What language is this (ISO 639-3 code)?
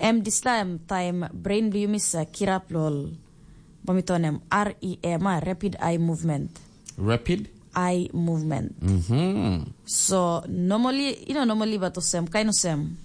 tpi